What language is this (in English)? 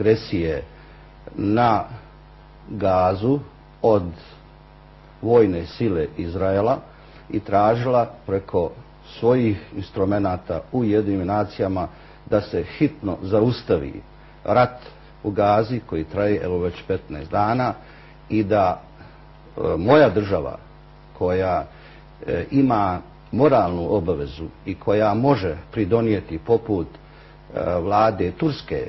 Bosnian